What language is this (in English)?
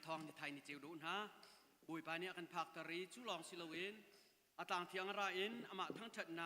Hakha Chin